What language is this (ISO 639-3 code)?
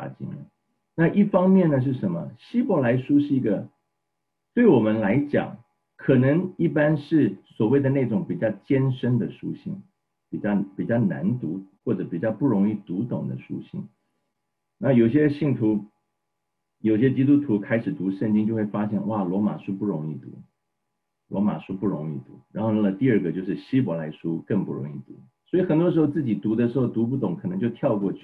zho